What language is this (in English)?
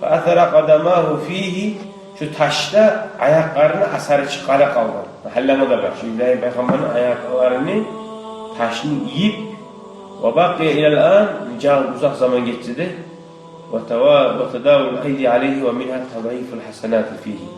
Kumyk